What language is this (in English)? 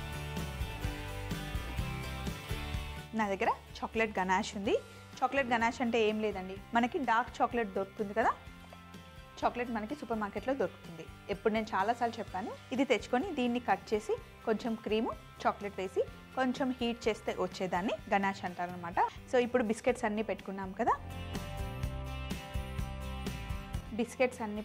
Telugu